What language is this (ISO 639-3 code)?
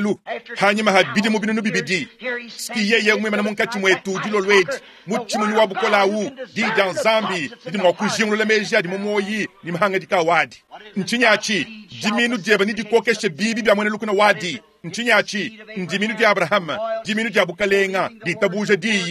lua